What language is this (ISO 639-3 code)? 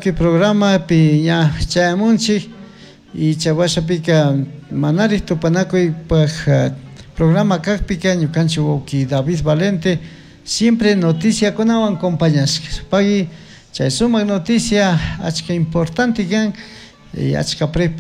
qug